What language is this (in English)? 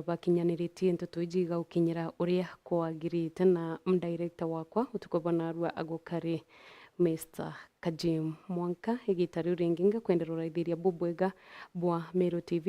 Meru